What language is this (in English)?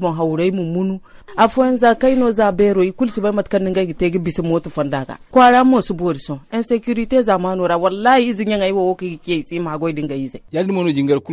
Zarma